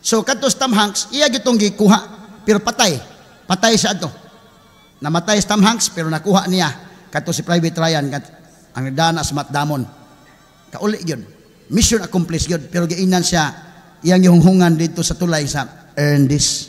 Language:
Cebuano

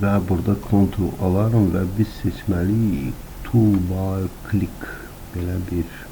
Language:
Azerbaijani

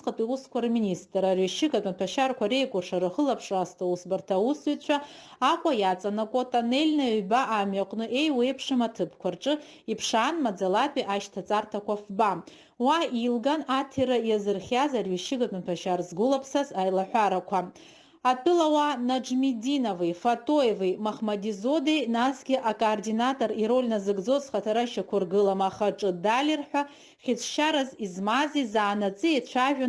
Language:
Abkhazian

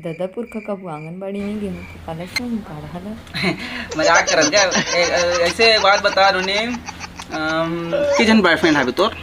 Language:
Chhattisgarhi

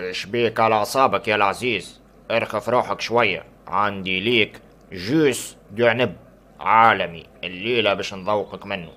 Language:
Tunisian Arabic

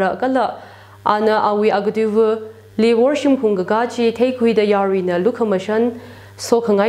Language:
Tangkhul Naga (India)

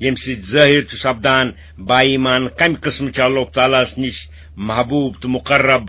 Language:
Kashmiri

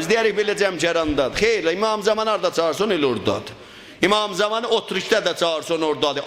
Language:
South Azerbaijani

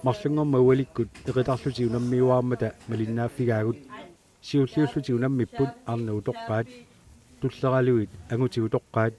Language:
Kalaallisut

